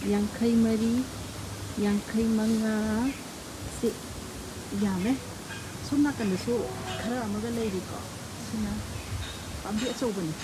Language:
Manipuri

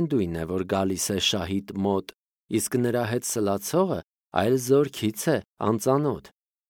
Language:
Armenian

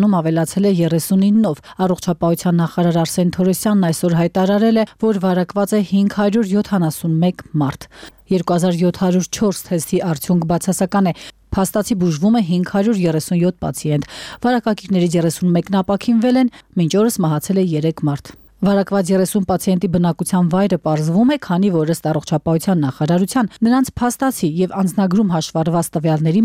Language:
Armenian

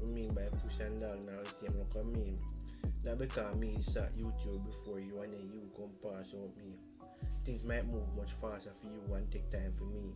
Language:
Jamaican Creole English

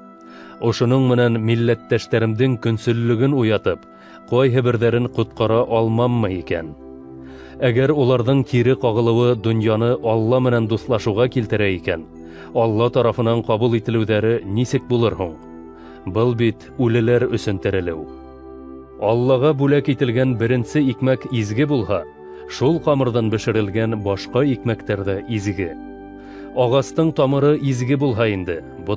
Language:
Bashkir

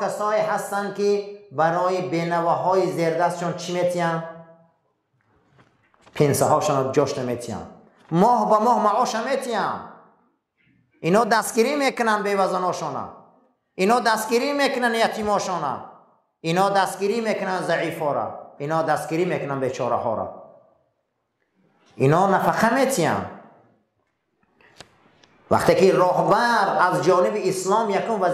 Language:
Persian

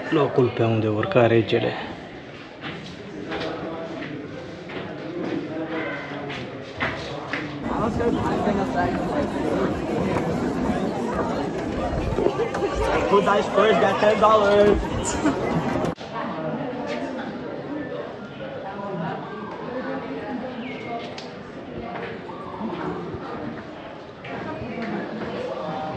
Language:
Romanian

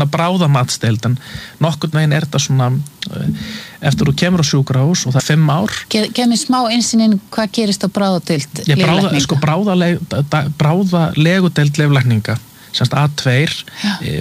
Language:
Icelandic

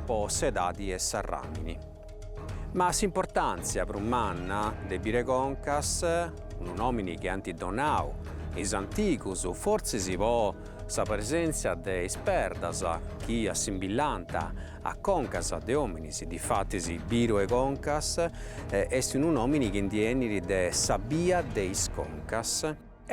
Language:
Sardinian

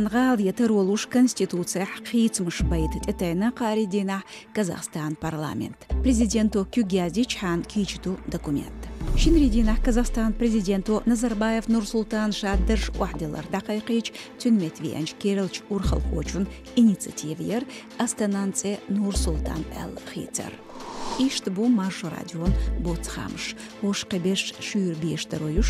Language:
Chechen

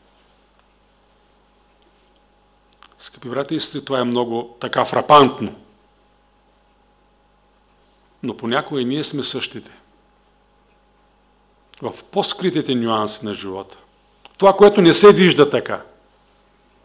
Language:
Bulgarian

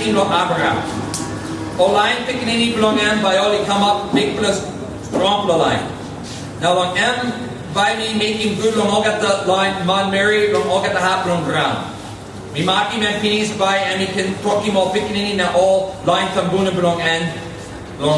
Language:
Tok Pisin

